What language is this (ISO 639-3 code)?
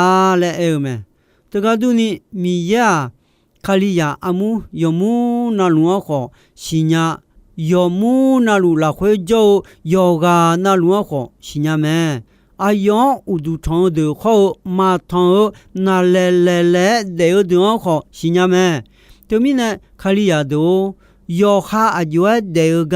ahk